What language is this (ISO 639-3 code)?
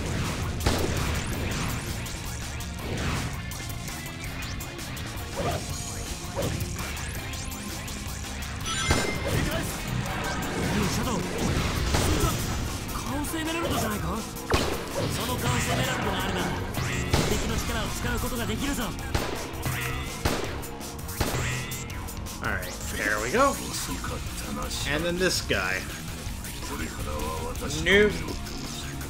jpn